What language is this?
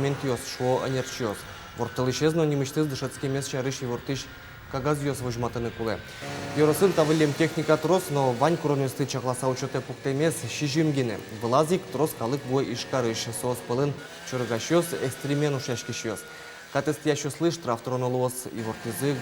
Udmurt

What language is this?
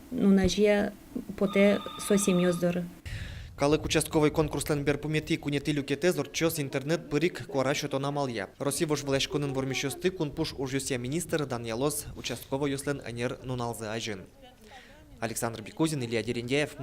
Udmurt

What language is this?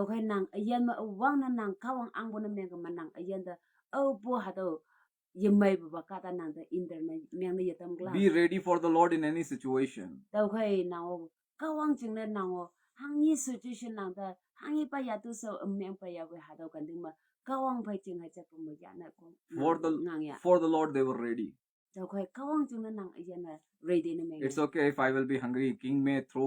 Konyak Naga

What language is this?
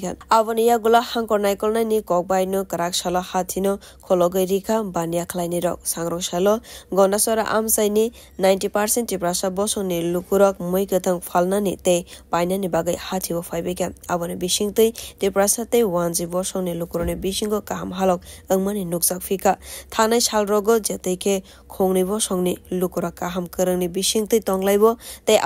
Kok Borok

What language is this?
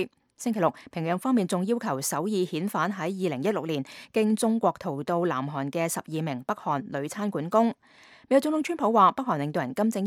Cantonese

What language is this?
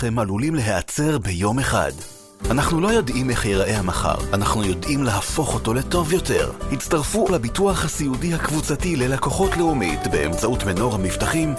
Hebrew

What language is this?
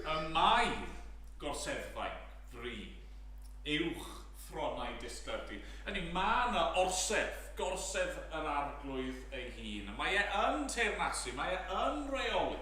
Welsh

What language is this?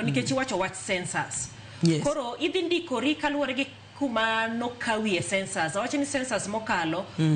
Luo (Kenya and Tanzania)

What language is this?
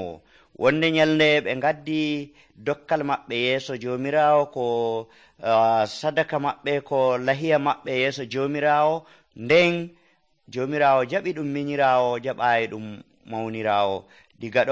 Nigerian Fulfulde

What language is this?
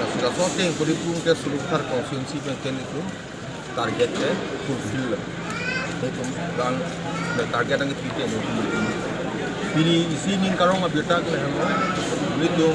Karbi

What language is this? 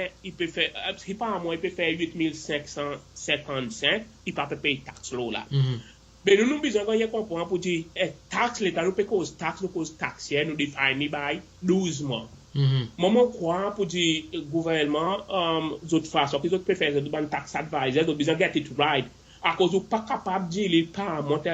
Seselwa Creole French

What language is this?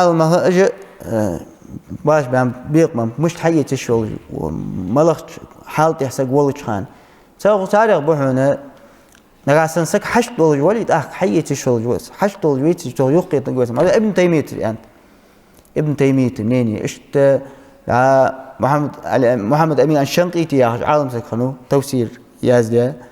Ingush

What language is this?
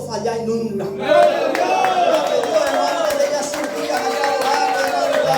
Guarani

